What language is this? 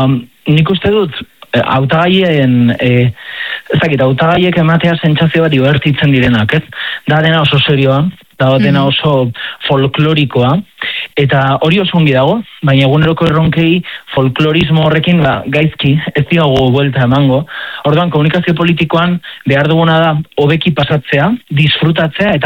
Basque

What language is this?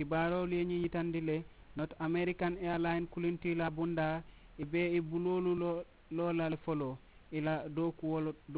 Mandingo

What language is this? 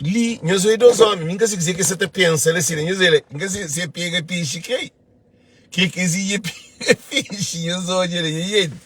Kabuverdianu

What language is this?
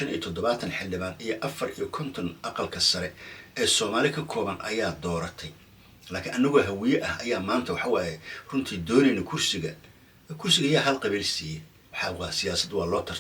Somali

